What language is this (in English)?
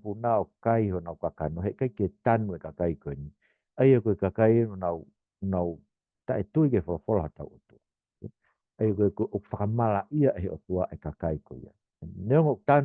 Tongan